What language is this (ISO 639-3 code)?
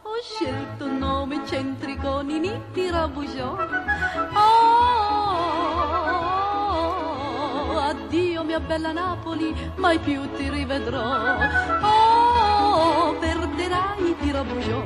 nap